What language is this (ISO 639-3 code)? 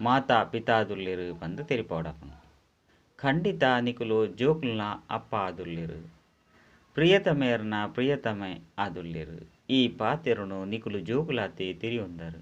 tcy